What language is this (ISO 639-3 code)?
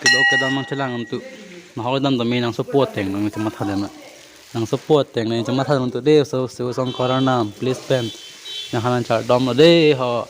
mjw